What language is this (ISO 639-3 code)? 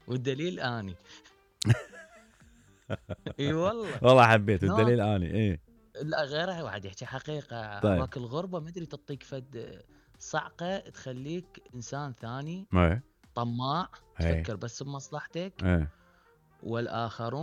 acm